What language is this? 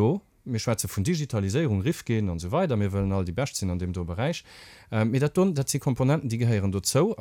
Luxembourgish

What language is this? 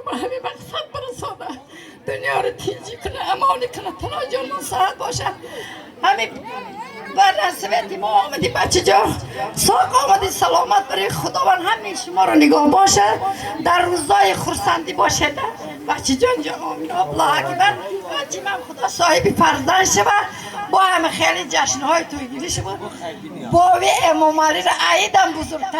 Tajik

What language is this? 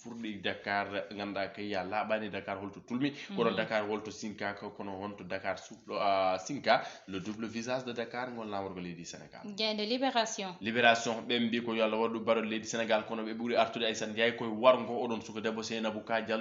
Fula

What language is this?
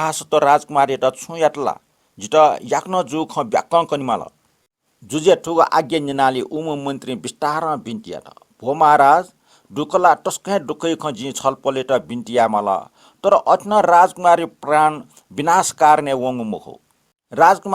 Newari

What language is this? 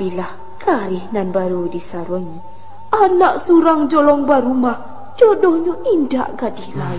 Minangkabau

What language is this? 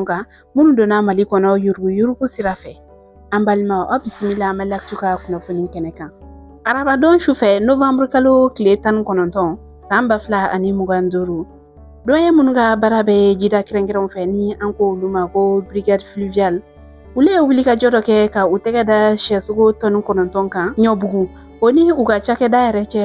Bambara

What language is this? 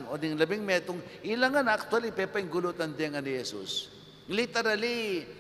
Pampanga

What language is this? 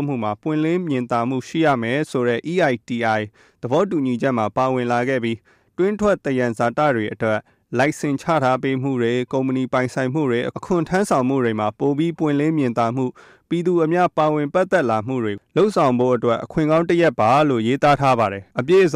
Burmese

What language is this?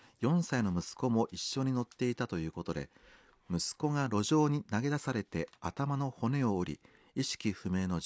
Japanese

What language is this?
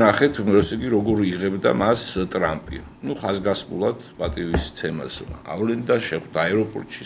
Georgian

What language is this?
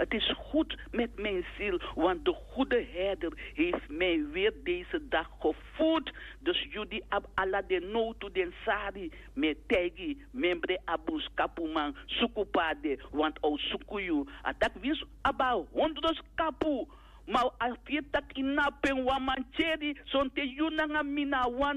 Sranan Tongo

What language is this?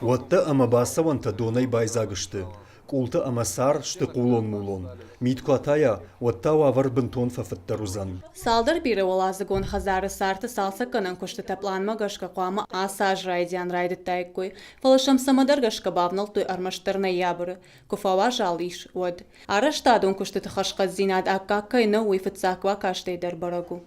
Ossetic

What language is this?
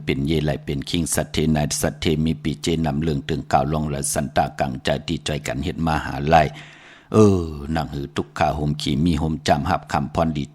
Shan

